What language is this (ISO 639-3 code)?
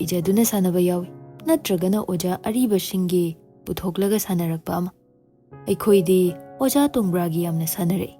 mni